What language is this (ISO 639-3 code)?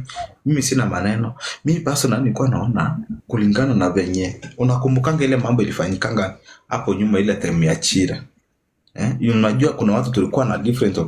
swa